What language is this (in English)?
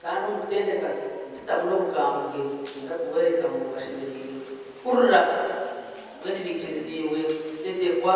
Nyankole